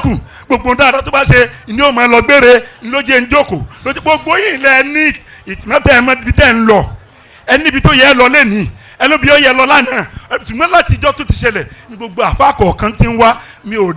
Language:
Yoruba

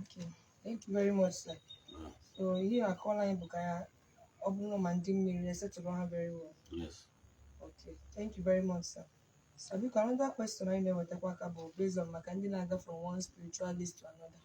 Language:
Igbo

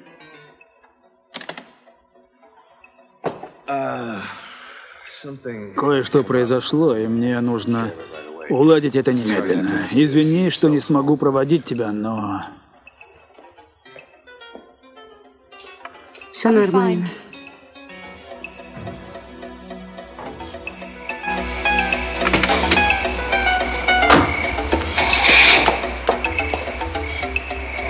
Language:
Russian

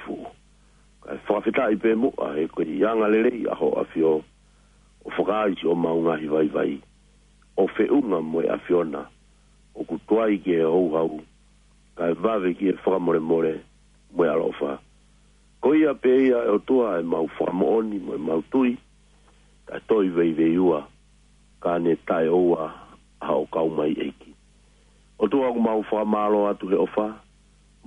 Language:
Tongan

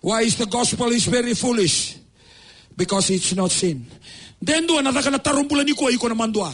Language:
Fijian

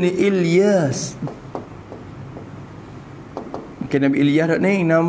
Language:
Malay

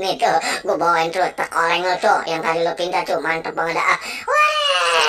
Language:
Betawi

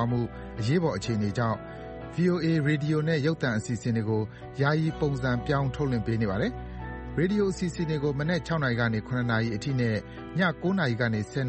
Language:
Burmese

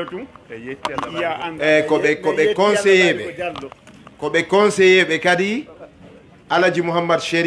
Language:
Fula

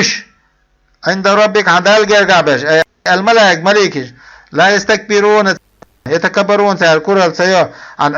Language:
Chechen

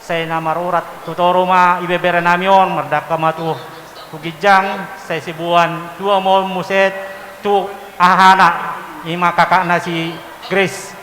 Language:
Batak Toba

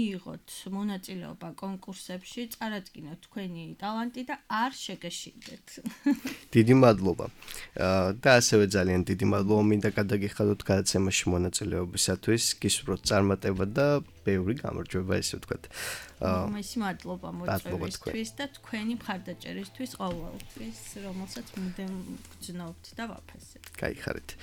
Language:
Georgian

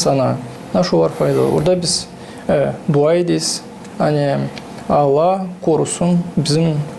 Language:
Gagauz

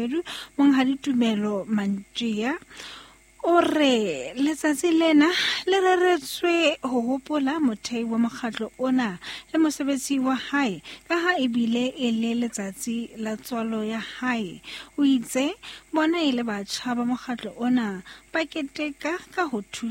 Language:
Southern Sotho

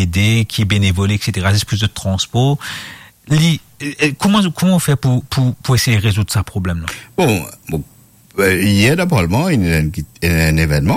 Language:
Morisyen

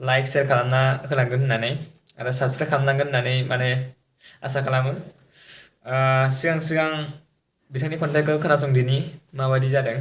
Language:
Bodo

